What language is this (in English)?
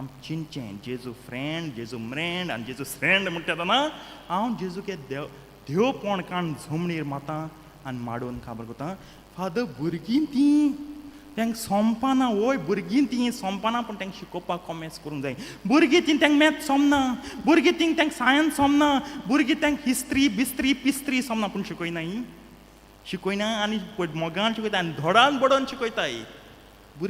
Konkani